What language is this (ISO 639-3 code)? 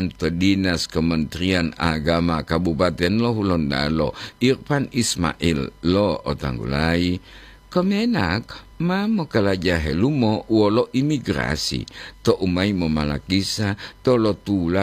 gor